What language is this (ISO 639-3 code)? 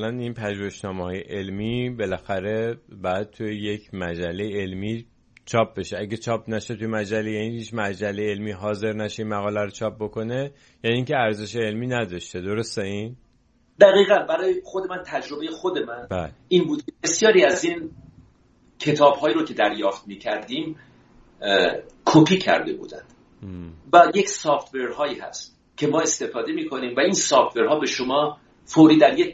fas